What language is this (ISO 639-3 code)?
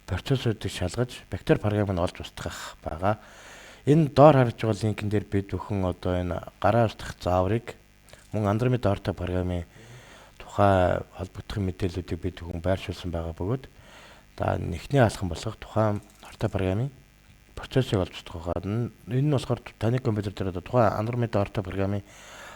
mon